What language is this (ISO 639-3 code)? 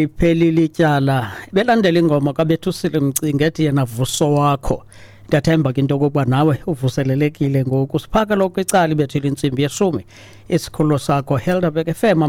xho